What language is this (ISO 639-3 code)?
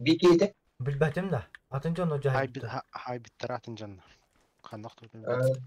sah